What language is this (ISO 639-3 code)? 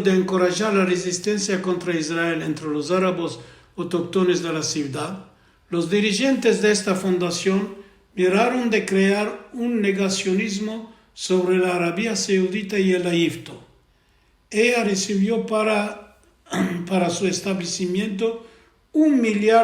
lad